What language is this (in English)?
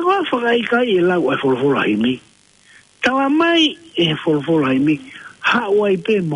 Tongan